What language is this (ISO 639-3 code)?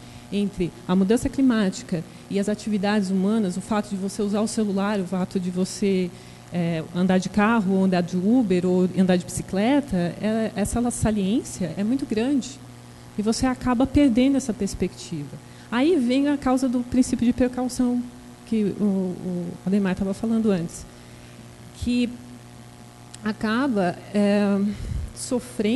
por